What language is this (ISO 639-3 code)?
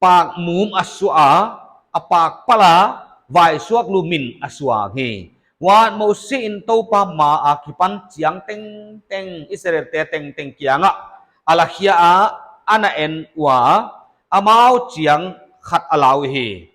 pck